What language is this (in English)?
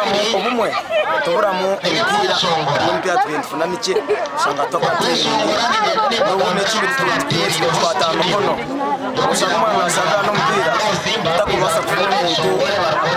Nyankole